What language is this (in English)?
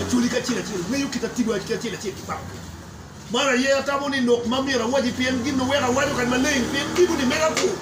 Acoli